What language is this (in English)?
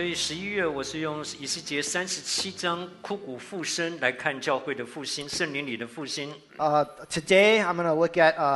Chinese